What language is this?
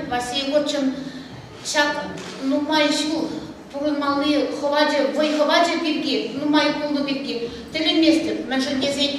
Chuvash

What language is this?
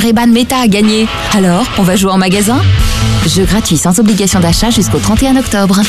French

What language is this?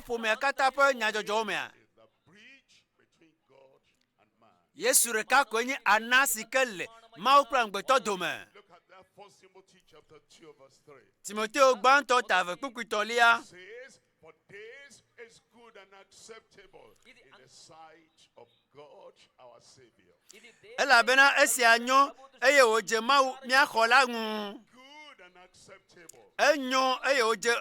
Ewe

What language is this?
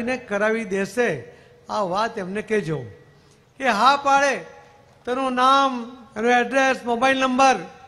Gujarati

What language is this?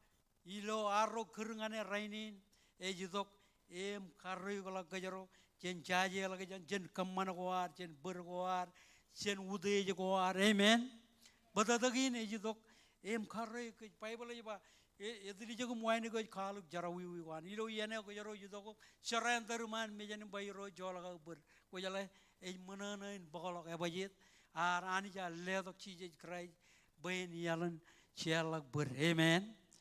Marshallese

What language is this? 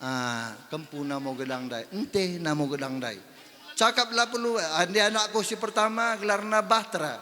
Batak Karo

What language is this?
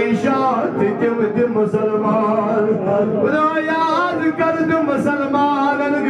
Kashmiri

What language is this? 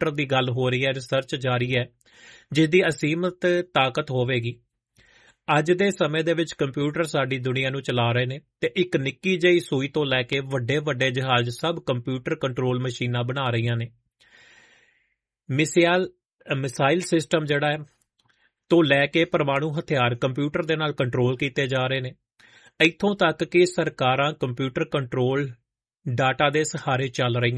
Punjabi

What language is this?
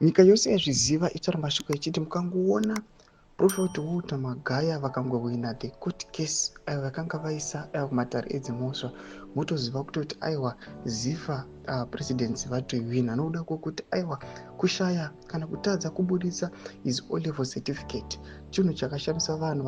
Shona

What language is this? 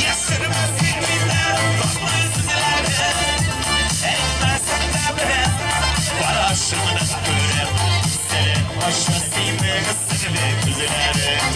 Tatar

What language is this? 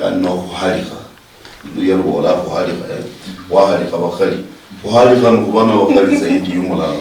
Luyia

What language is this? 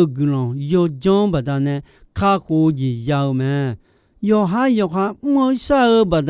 Akha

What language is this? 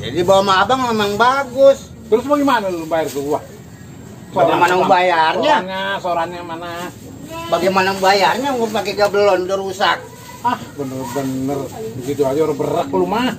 Betawi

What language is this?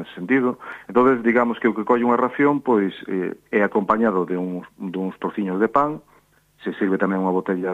Galician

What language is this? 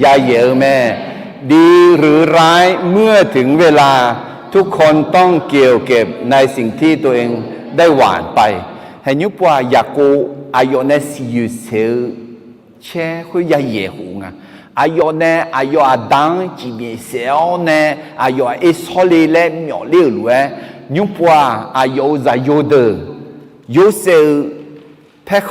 Akha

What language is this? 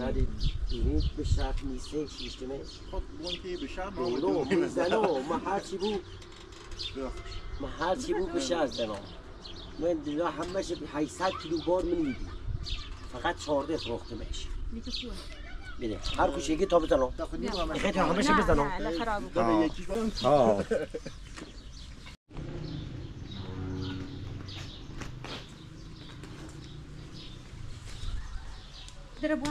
Persian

